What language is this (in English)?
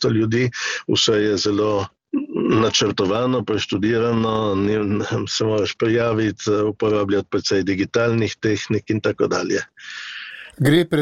Slovenian